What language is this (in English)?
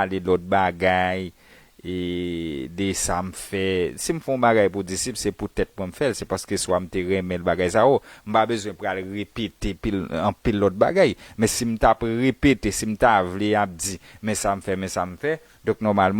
Haitian Creole